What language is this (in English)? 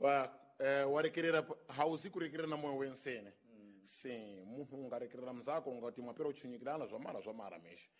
Sena